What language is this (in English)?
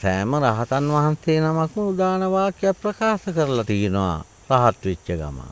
Sinhala